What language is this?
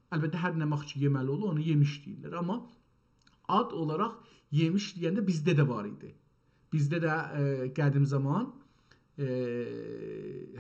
South Azerbaijani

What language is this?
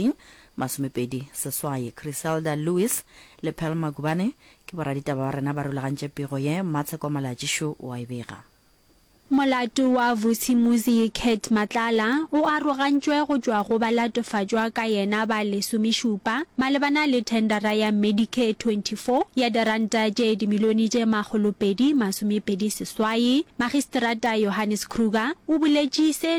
Northern Sotho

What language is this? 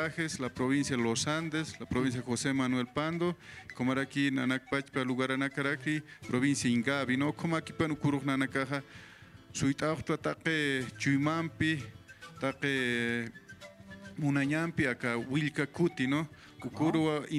Aymara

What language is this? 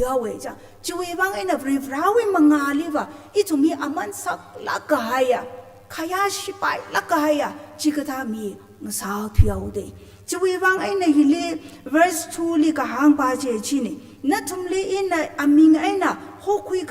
Tangkhul Naga (India)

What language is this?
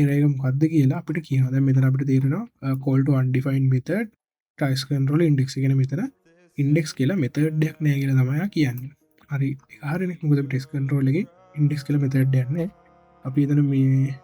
Sinhala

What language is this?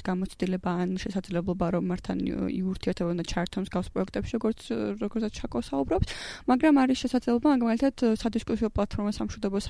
Georgian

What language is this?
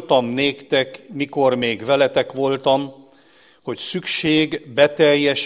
Hungarian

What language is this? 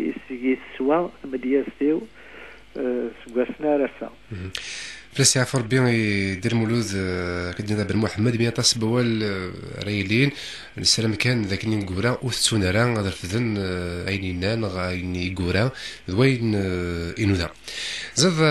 Kabyle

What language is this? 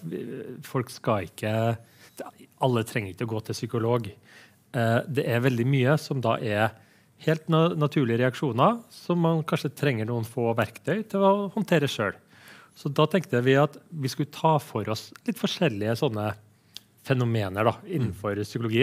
Norwegian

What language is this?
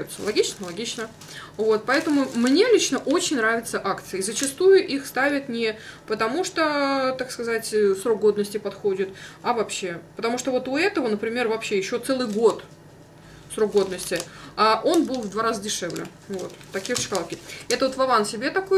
Russian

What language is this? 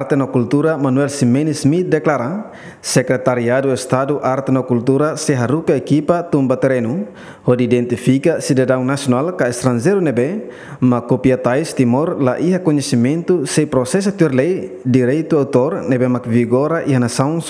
Tetum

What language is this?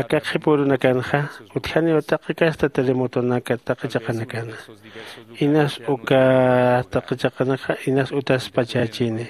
Aymara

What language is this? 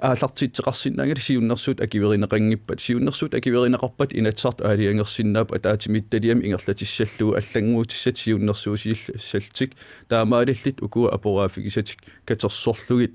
Kalaallisut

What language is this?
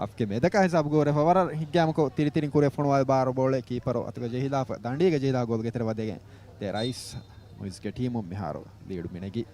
Divehi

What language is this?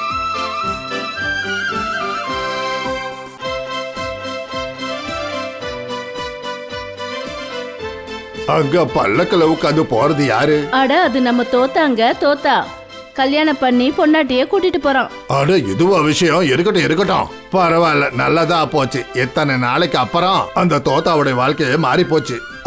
Tamil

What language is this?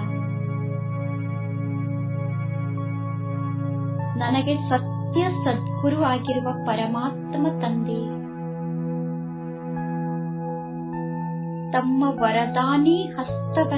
Kannada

